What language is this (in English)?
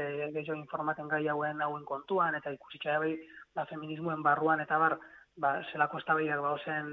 Basque